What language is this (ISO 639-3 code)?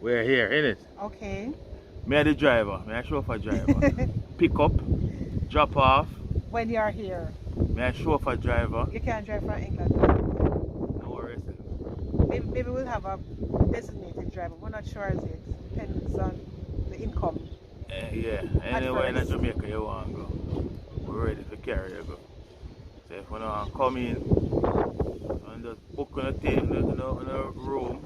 jam